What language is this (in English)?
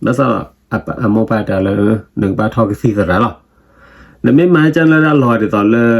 S'gaw Karen